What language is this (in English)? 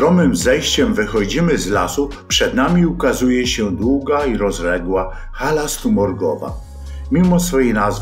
Polish